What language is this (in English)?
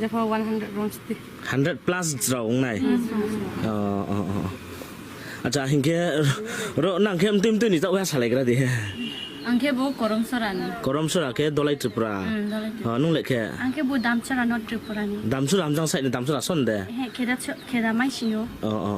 Riang (India)